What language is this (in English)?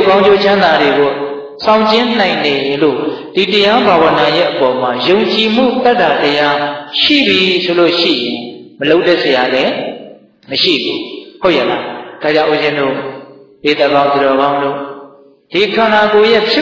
Burmese